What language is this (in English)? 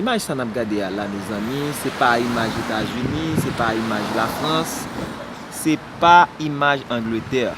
Haitian Creole